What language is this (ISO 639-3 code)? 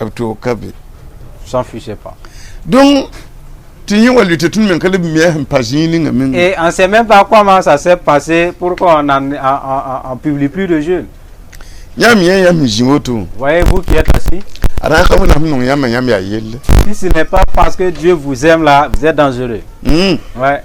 mos